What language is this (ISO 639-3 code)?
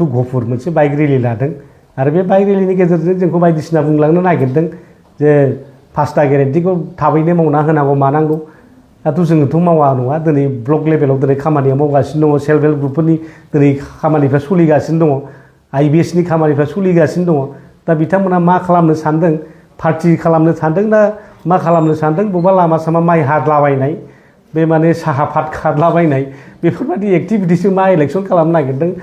brx